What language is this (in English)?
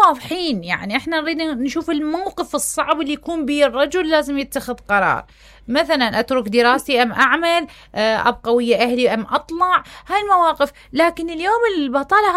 Mesopotamian Arabic